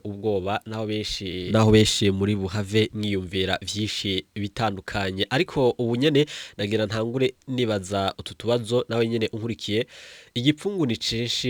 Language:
Rundi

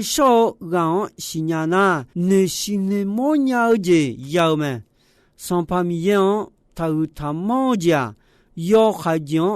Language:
Akha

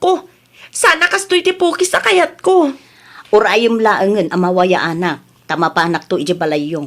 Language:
Iloko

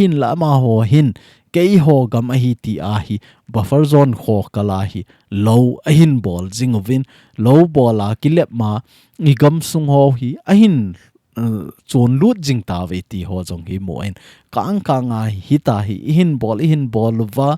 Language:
Thado Chin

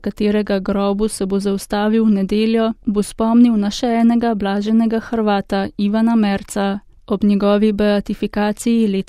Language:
Slovenian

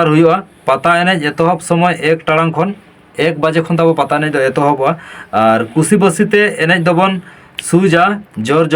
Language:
Santali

